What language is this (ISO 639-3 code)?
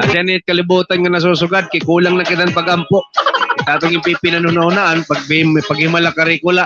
war